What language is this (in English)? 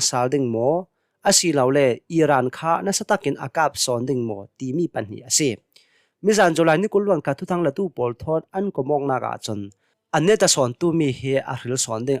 Hakha Chin